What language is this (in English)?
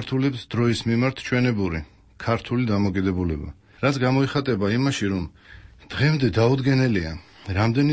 Georgian